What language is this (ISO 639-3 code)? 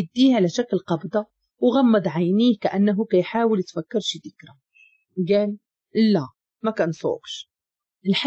ary